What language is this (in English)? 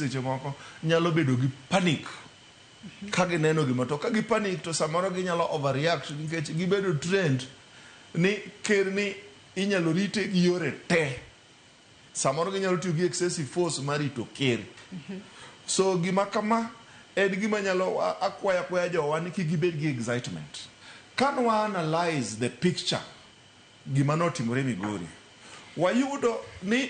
Luo (Kenya and Tanzania)